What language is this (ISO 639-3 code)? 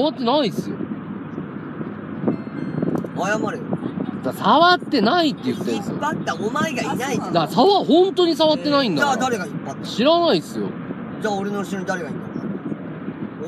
jpn